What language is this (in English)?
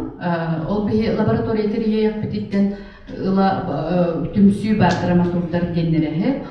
Yakut